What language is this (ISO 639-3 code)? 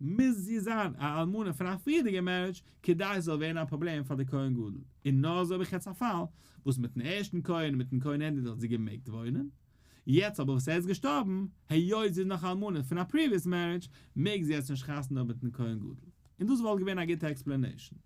yid